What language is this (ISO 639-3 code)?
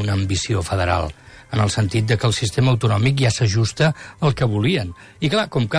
cat